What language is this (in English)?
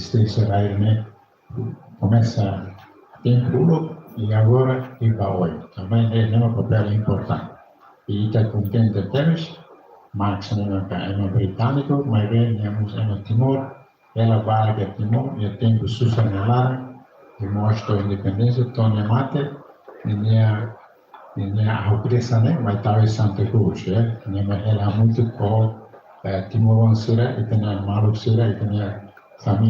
Tetum